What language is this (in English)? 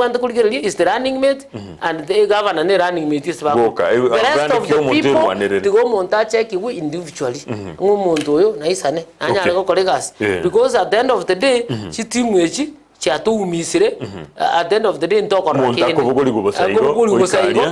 Gusii